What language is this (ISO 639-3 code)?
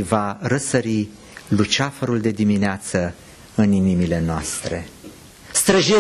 ron